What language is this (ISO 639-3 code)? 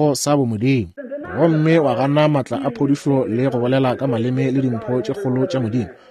nso